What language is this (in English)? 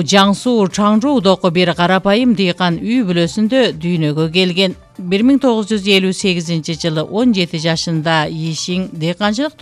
Kyrgyz